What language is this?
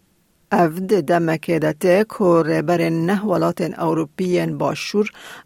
Kurdish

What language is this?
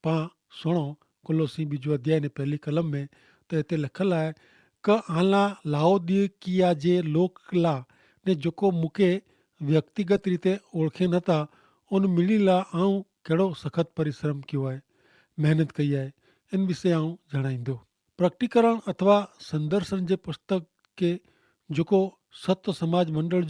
Kachhi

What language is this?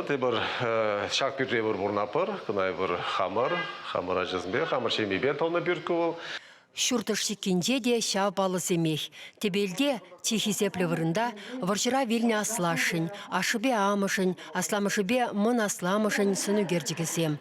Chuvash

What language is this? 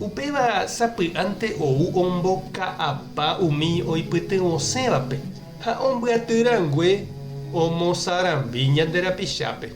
Guarani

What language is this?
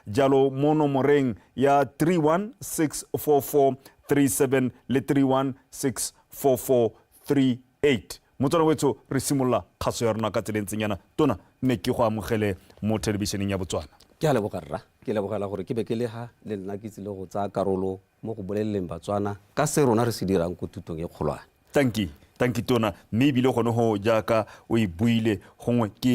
Tswana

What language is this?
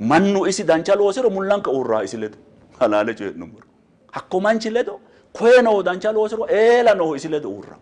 Sidamo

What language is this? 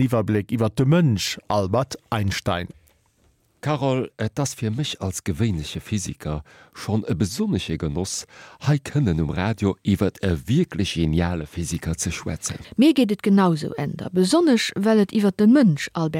Luxembourgish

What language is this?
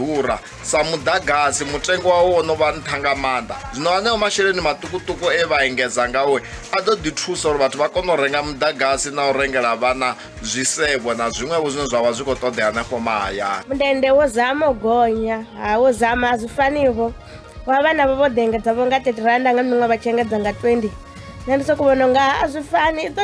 Venda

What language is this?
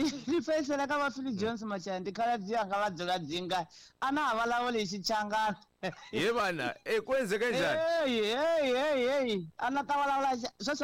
Tsonga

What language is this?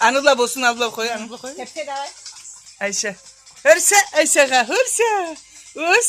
Karachay-Balkar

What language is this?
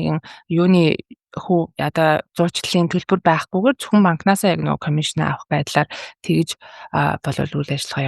Mongolian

